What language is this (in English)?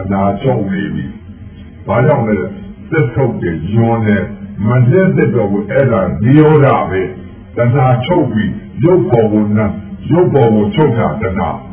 Burmese